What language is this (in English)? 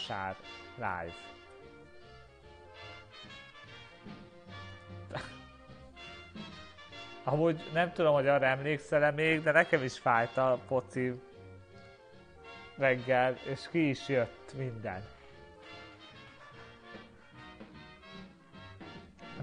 Hungarian